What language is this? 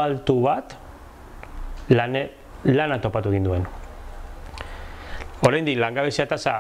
Basque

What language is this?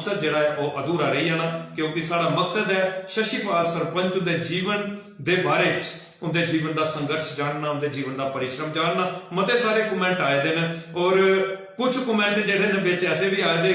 Dogri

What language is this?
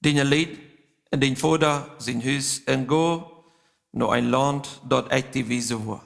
Plautdietsch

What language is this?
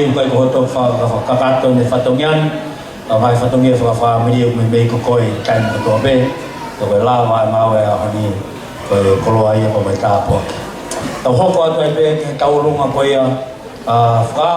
Tongan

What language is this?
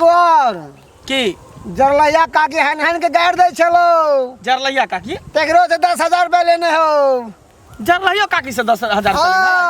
Maithili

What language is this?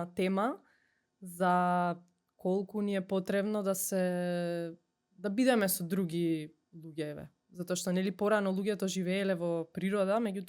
Macedonian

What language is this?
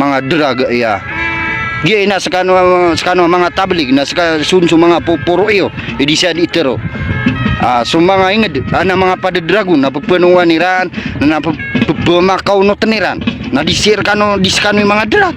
Maranao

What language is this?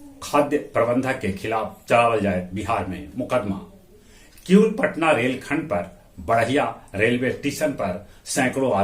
Magahi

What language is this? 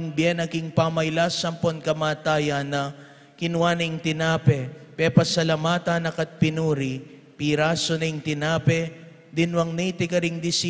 Pampanga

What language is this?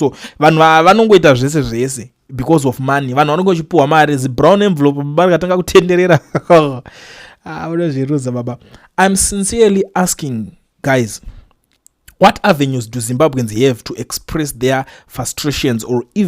Shona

